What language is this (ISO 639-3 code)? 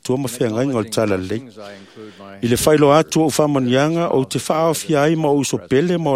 smo